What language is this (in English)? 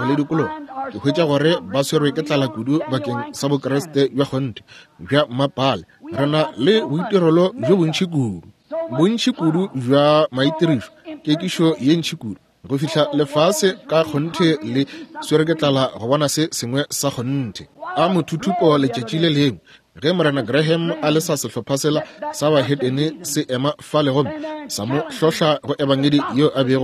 Northern Sotho